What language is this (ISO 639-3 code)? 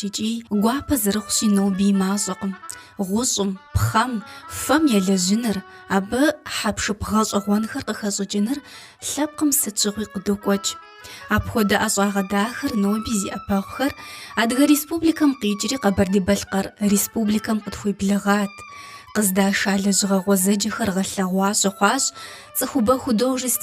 kbd